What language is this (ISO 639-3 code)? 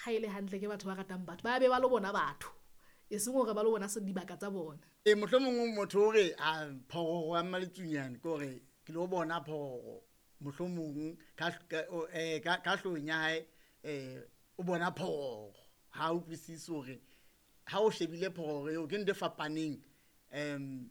sot